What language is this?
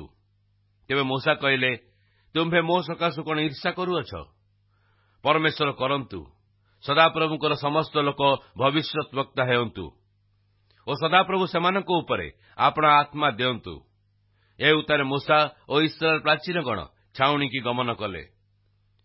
Odia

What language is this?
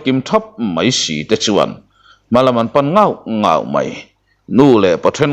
Mizo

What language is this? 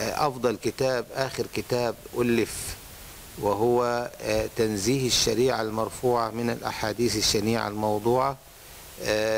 Arabic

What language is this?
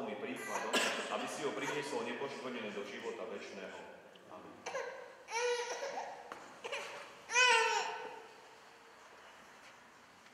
Slovak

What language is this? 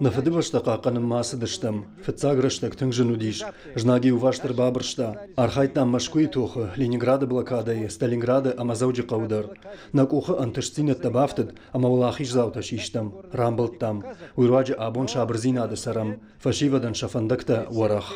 Ossetic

